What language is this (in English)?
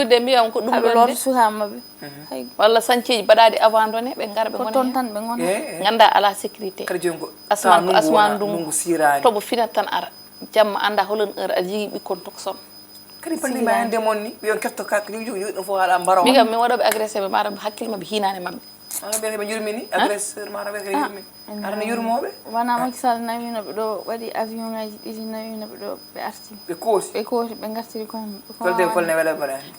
Fula